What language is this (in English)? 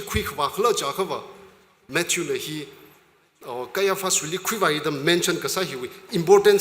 Tangkhul Naga (India)